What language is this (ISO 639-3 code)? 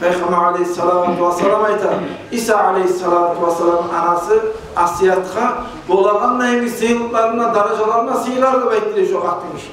kum